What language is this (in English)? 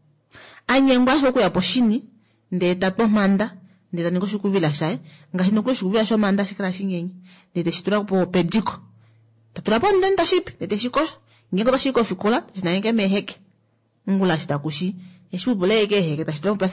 Kuanyama